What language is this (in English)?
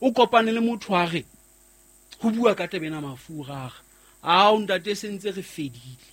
Southern Sotho